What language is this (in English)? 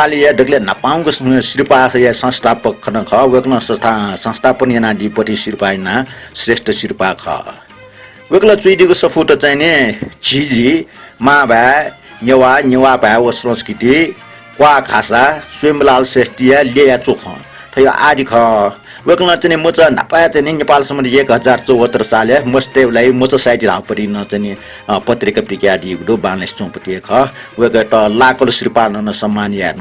Newari